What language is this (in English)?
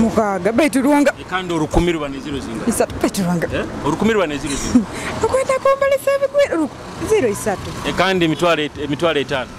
Nyoro